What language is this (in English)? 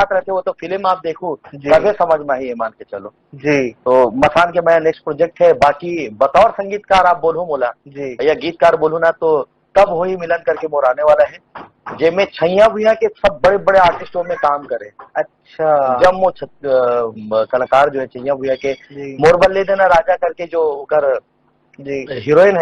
Chhattisgarhi